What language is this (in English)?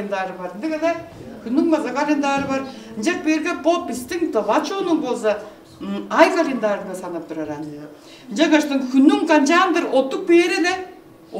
Tuvinian